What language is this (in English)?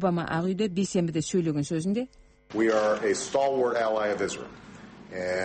Kazakh